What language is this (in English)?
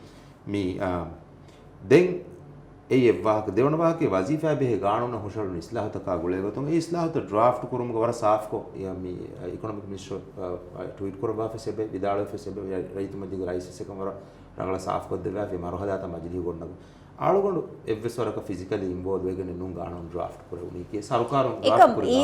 Divehi